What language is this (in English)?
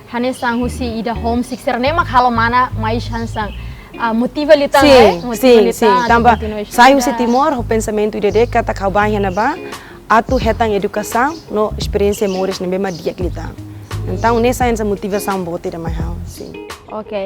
Tetum